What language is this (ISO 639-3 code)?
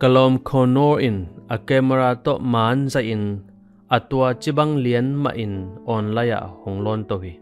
ctd